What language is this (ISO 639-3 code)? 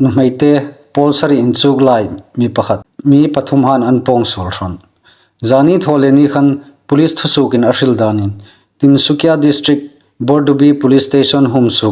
hmr